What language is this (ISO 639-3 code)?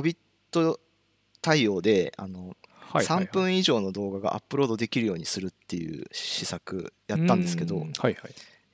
jpn